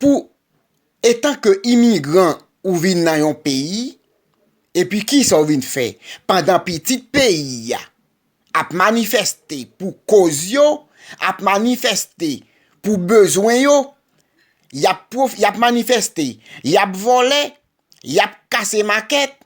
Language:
Haitian Creole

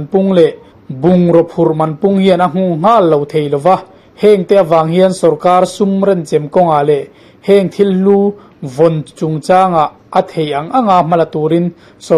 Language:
Mizo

